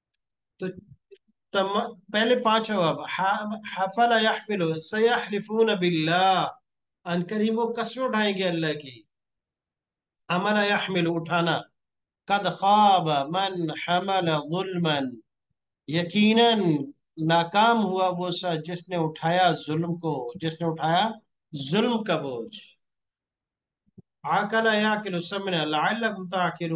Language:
Urdu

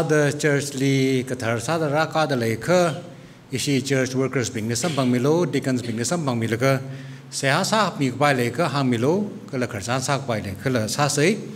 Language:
Tangkhul Naga (India)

